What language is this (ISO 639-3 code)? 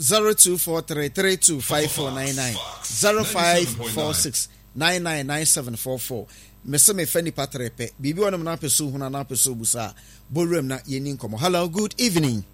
aka